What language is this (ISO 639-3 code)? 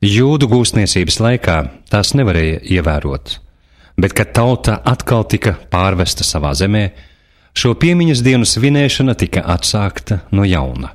lav